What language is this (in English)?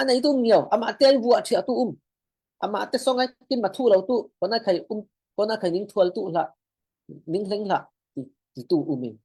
Falam Chin